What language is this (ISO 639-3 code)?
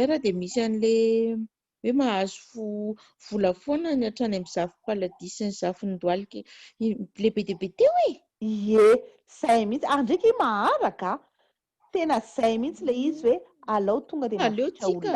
mlg